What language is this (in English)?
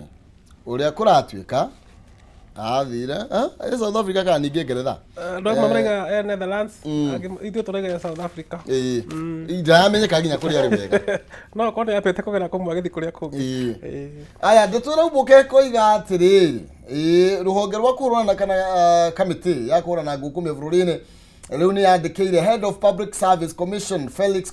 Kikuyu